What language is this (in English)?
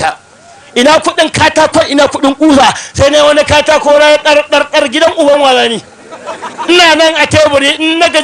Hausa